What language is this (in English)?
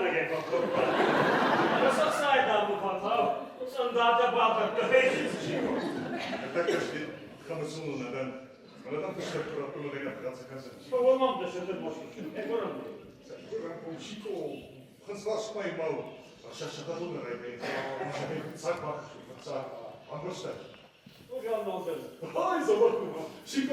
Ossetic